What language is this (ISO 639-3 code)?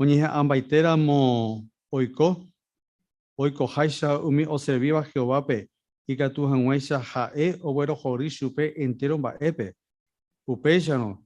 grn